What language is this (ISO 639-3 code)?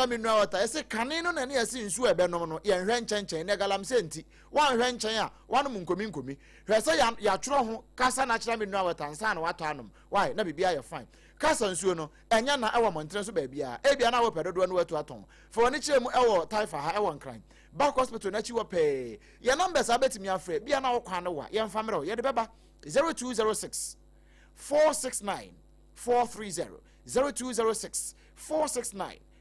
aka